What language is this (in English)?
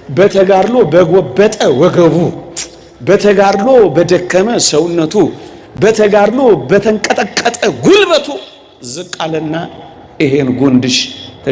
Amharic